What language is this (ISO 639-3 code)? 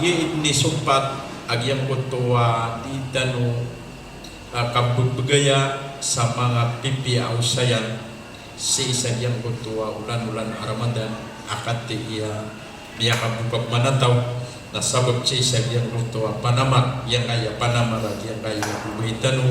mrw